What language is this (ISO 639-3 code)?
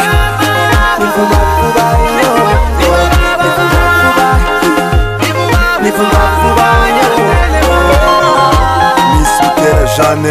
kin